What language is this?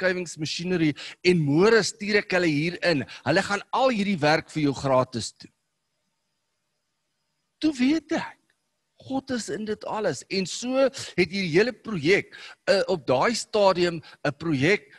Afrikaans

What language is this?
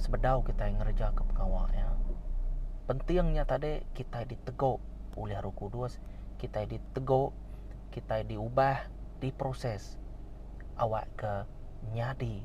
Iban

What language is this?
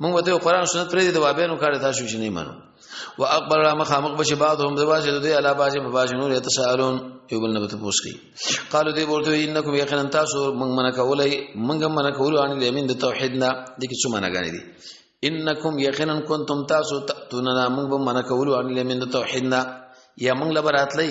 Pashto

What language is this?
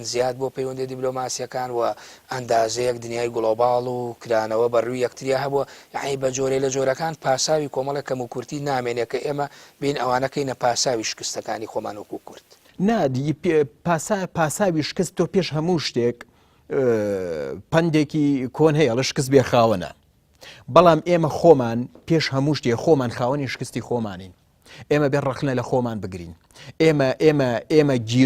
Central Kurdish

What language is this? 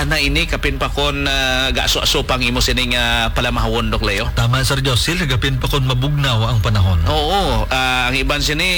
Hiligaynon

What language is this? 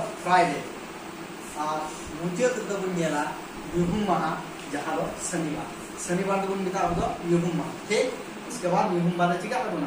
Santali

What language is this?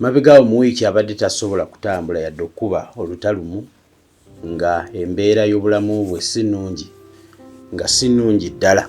Ganda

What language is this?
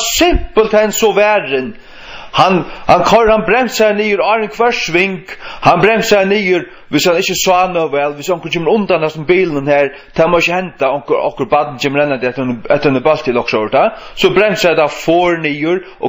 Faroese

